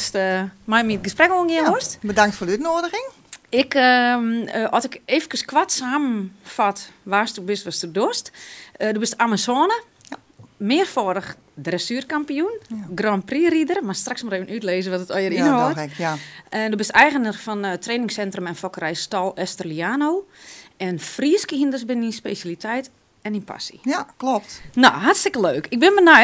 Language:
Western Frisian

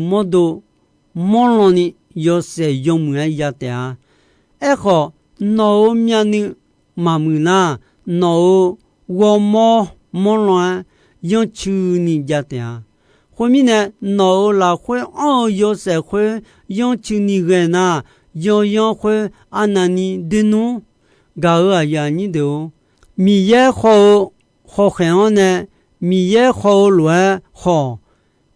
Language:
Akha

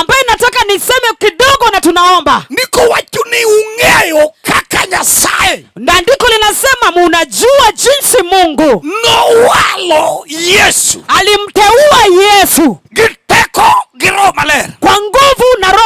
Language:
Luo (Kenya and Tanzania)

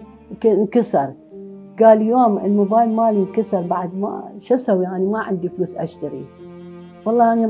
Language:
Mesopotamian Arabic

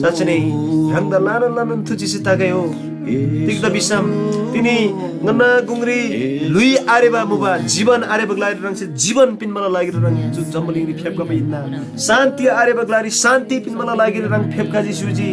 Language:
Eastern Tamang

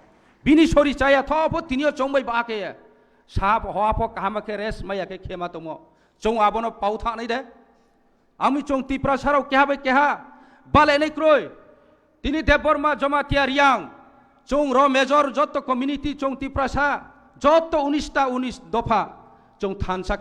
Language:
Kok Borok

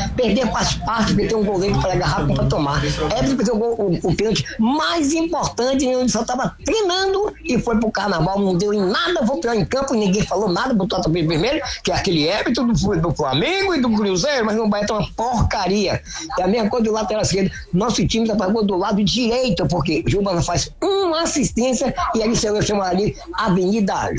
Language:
Portuguese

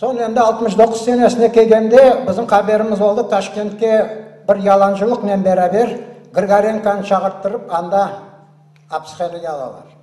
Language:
Crimean Tatar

